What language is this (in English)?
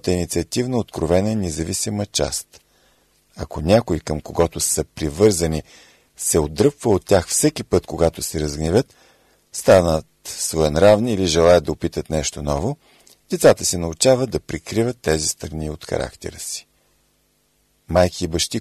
Bulgarian